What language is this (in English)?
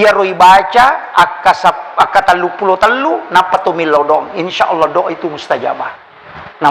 Buginese